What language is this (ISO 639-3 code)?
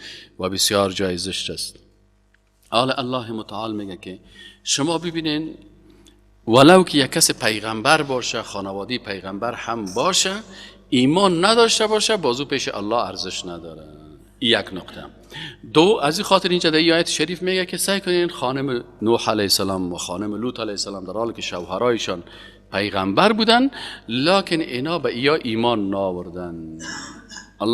fas